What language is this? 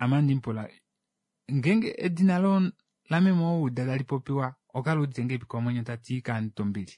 Kuanyama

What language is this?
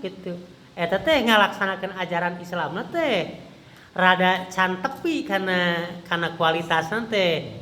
Sundanese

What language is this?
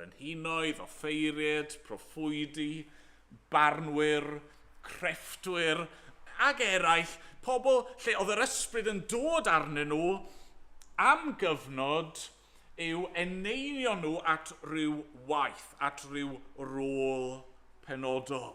Welsh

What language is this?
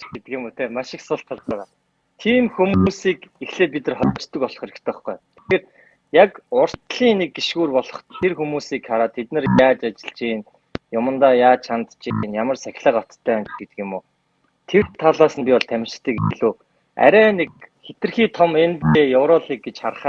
Mongolian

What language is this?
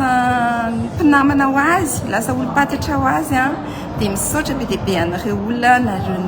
Malagasy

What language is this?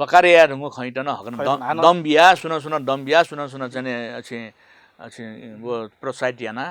Newari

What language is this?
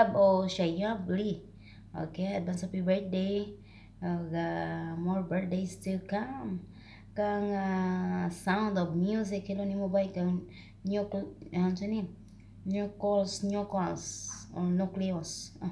Cebuano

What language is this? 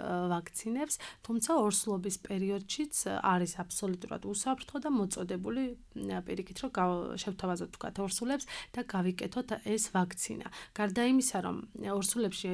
Georgian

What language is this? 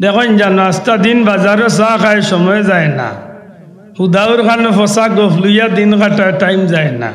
Sylheti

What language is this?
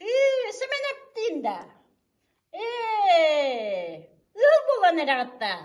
Yakut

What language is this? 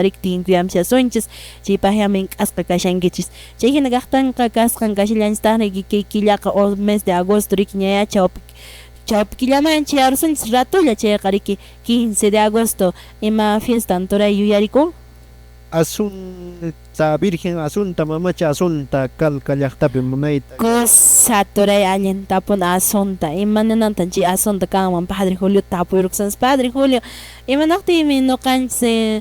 Quechua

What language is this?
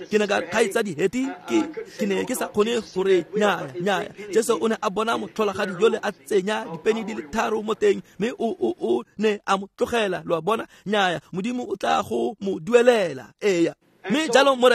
Tswana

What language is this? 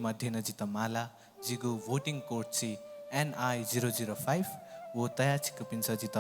Newari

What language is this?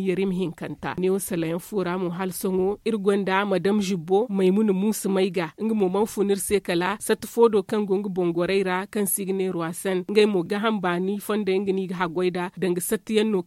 Zarma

